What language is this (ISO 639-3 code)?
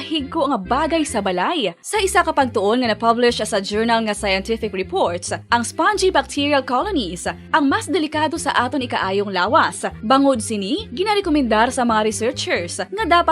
hil